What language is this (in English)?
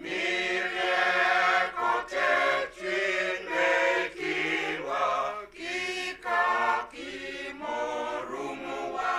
Acoli